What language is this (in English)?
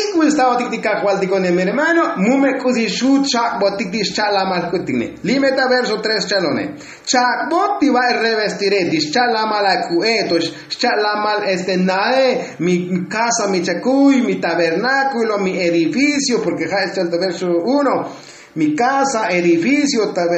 Tzotzil